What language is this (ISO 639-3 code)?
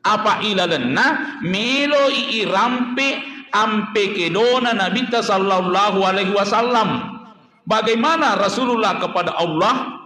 bug